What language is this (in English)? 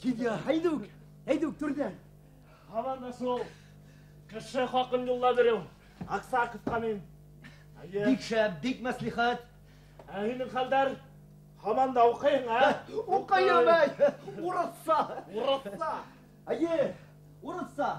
Bashkir